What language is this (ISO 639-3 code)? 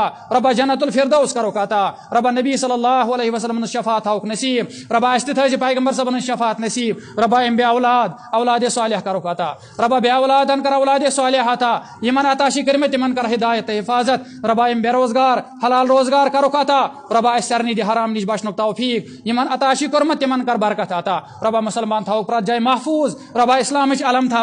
kas